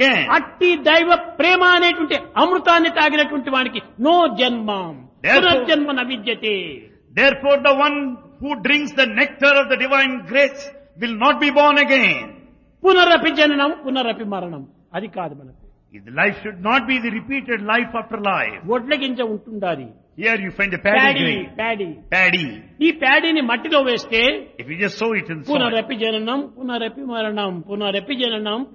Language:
Telugu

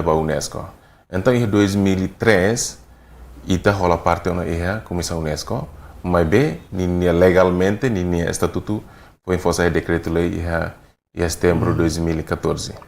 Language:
Tetum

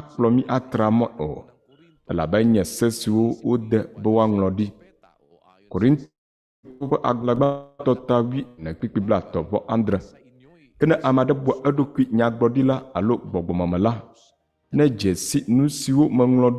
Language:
Ewe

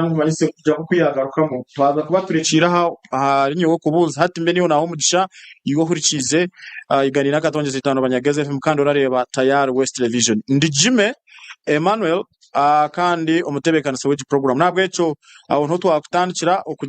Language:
Nyankole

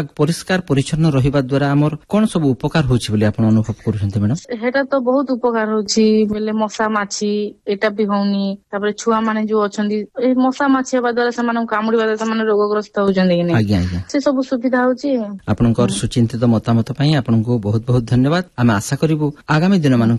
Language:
Odia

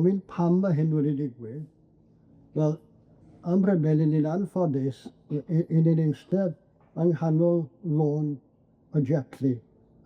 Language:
Welsh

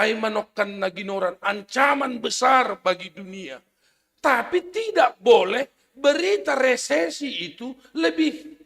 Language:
Batak Simalungun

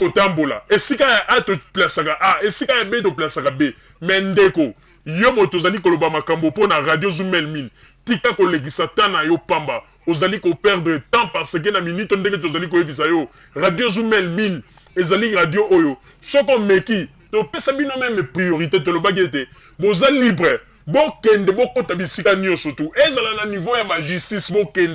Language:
Lingala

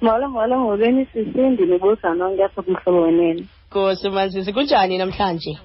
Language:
Xhosa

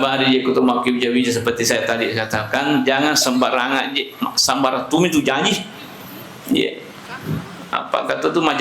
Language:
Buginese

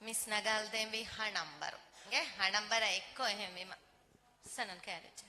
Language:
Divehi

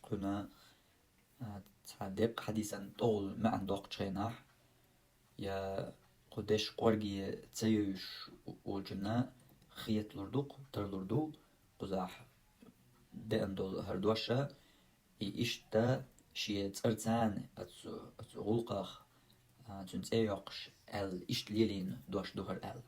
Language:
Chechen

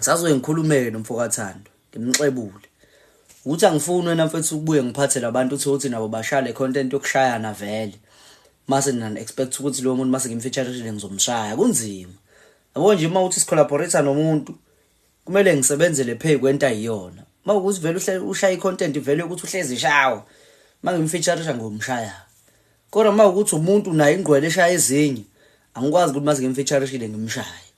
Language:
Zulu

